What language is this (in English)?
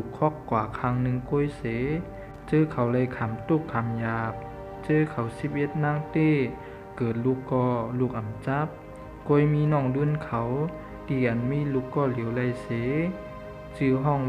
Shan